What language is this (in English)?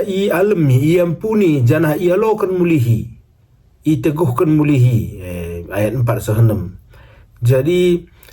Batak Karo